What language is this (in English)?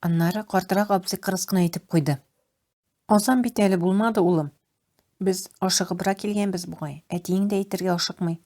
Tatar